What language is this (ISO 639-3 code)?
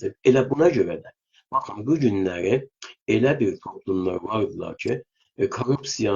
azb